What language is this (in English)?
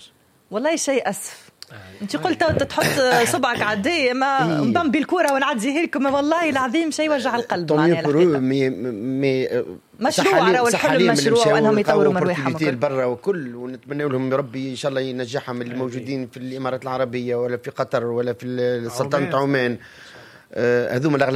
Tunisian Arabic